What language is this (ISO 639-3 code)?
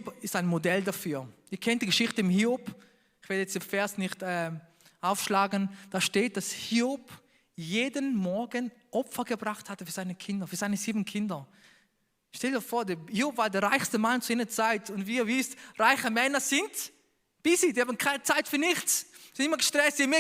gsw